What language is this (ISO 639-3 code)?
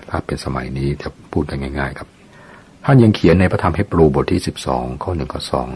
tha